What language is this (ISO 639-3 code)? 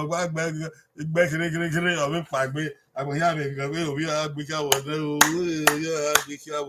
bin